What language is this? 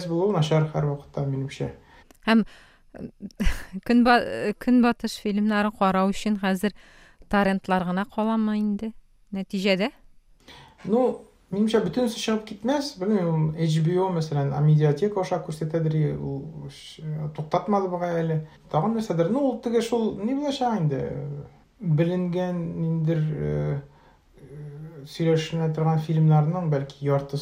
Tatar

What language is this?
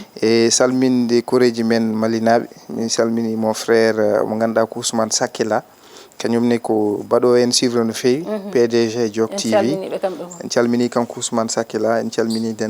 Fula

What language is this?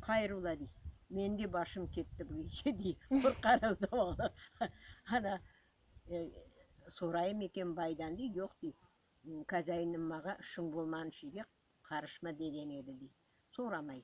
Crimean Tatar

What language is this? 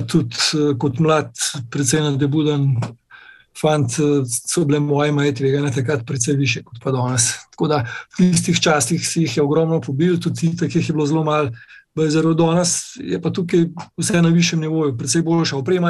Slovenian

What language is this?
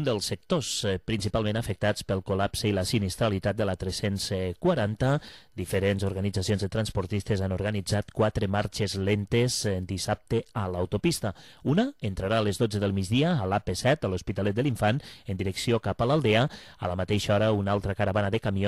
Catalan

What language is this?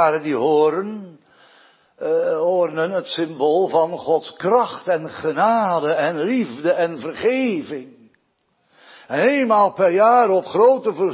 Dutch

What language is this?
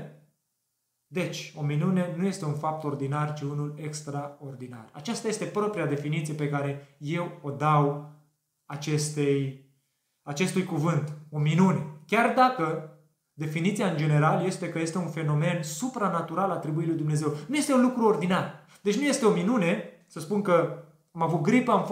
Romanian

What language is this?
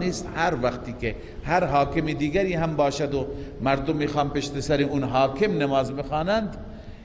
Persian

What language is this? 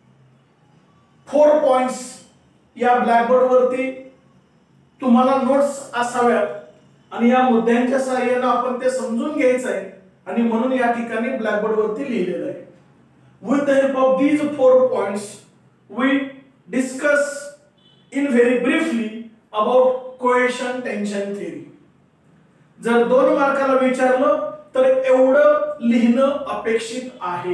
Marathi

